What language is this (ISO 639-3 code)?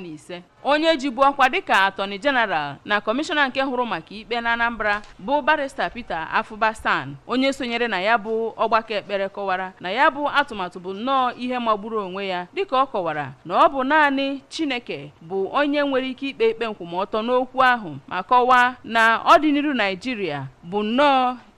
ibo